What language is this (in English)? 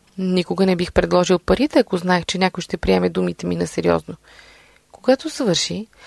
Bulgarian